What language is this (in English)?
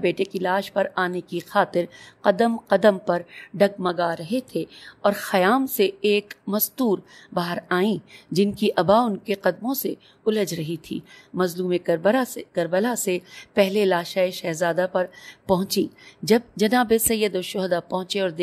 Urdu